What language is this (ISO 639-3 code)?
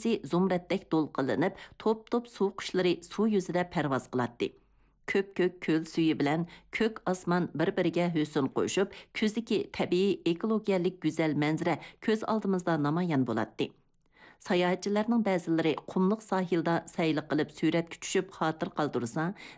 uig